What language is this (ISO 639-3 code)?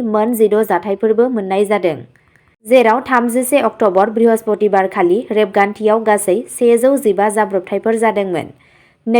brx